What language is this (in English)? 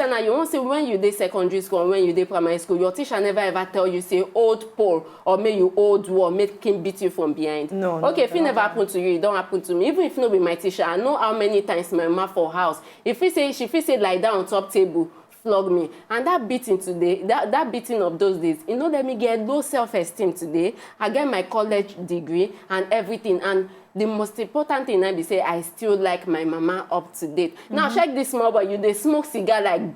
Nigerian Pidgin